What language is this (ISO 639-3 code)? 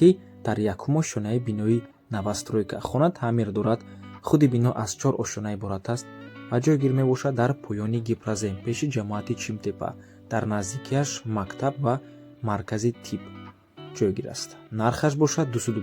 tgk